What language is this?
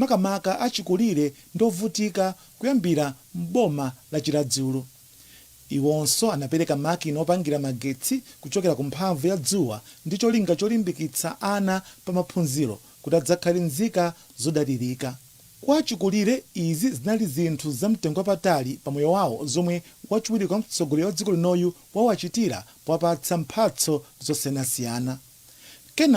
Nyanja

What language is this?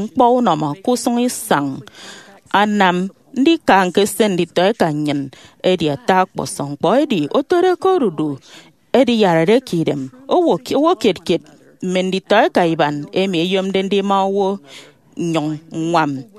Efik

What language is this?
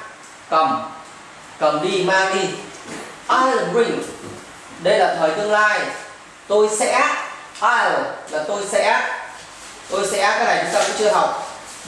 Vietnamese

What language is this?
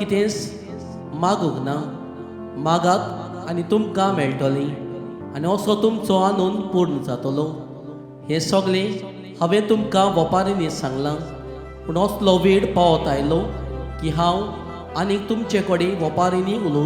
Konkani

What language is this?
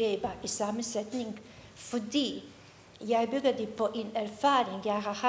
Danish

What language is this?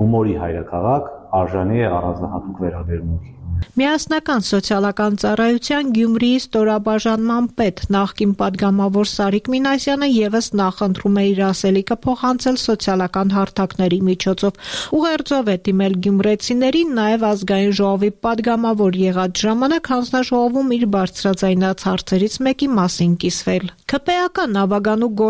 Armenian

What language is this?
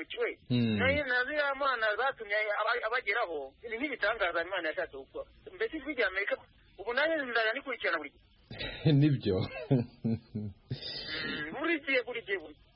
Kinyarwanda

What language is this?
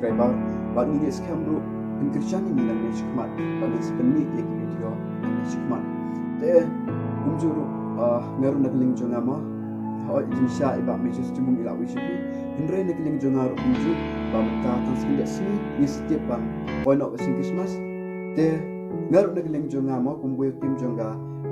Khasi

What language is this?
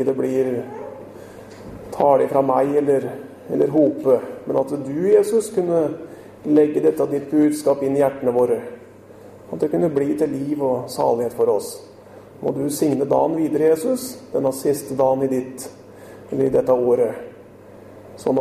Norwegian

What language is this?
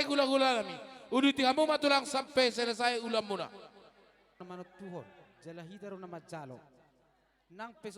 Batak Simalungun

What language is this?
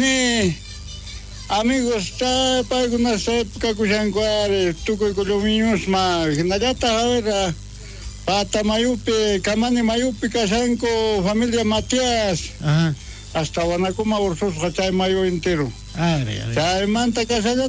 South Bolivian Quechua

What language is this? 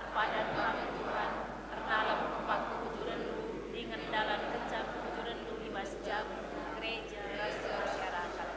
Batak Karo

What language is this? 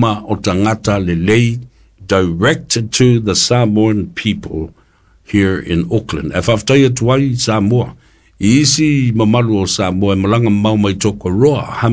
Samoan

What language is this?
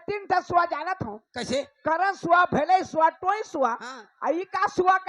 Chhattisgarhi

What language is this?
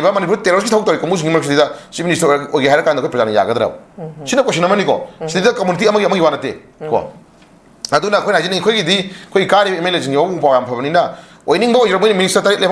Manipuri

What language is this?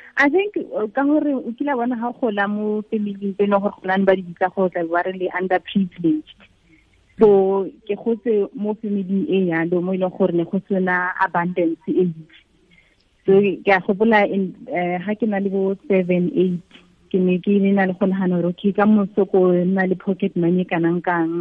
Tswana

